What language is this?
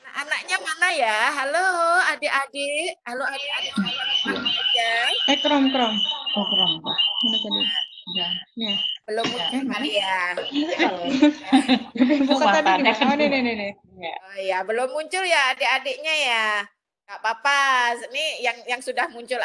Indonesian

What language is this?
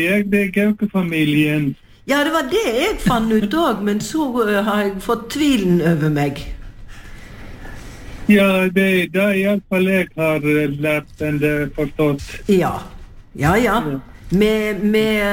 Norwegian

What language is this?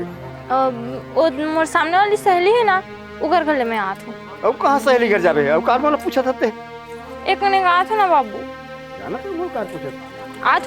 Chhattisgarhi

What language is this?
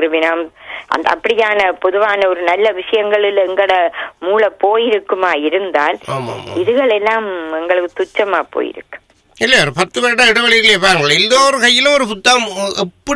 Tamil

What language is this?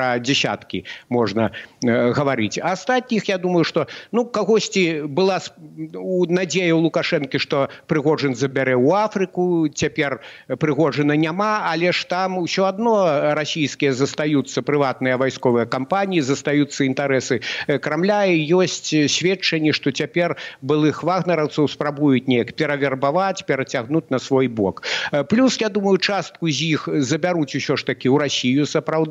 Belarusian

